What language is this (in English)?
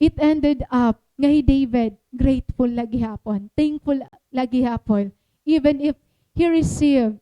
Waray